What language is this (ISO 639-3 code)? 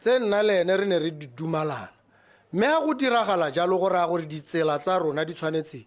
tsn